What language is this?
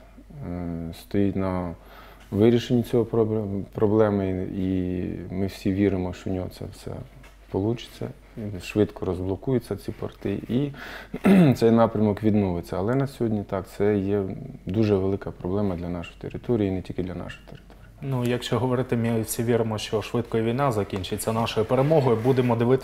Ukrainian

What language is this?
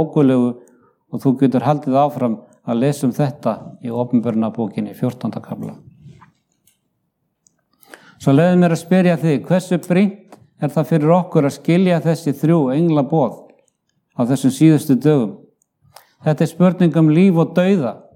Icelandic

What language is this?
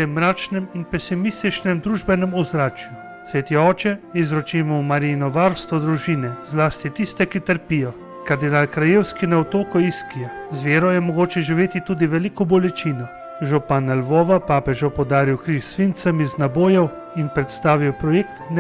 Slovenian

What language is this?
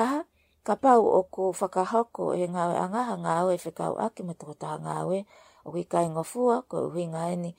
Tongan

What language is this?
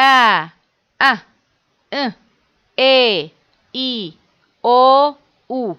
Adyghe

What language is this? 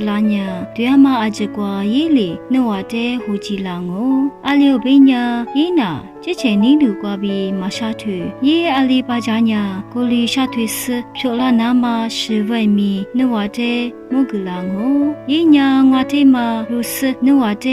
Lisu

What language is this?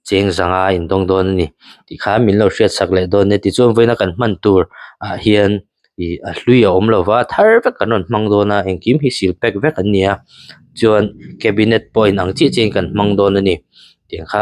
Mizo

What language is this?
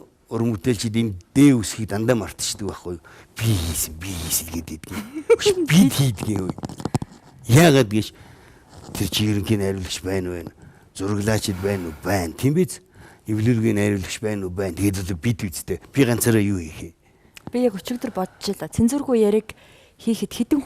Mongolian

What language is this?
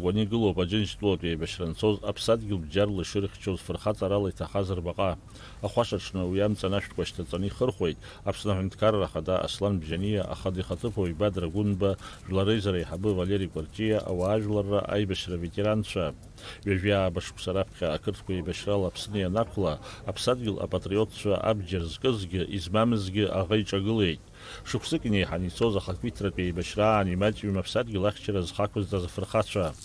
Abkhazian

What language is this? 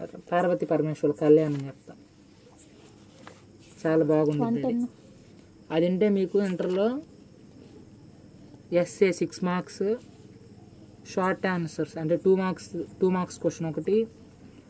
Telugu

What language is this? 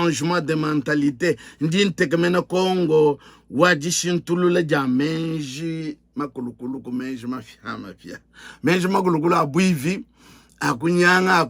Luba-Lulua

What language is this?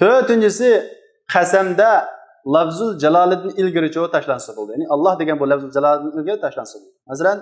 Uyghur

